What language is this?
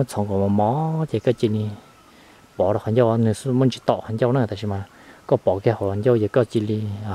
Hmong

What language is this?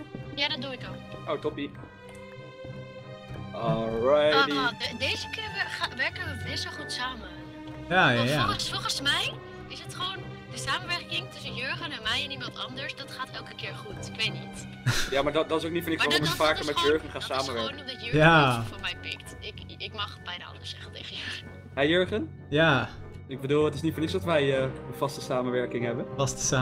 Dutch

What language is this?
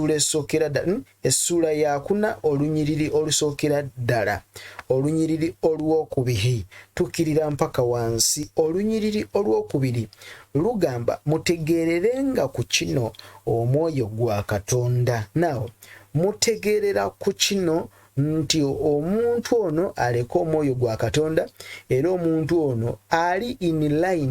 Ganda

